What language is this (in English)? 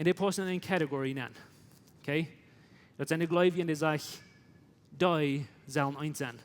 Plautdietsch